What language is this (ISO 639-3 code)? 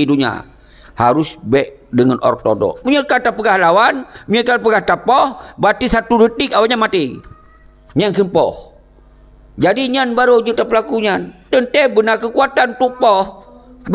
ace